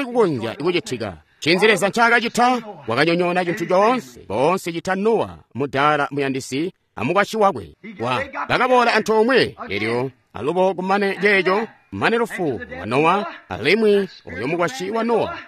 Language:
Tonga (Zambia)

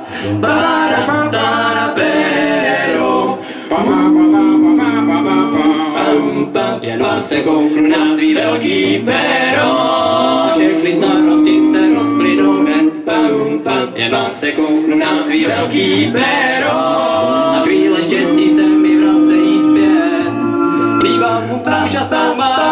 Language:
Czech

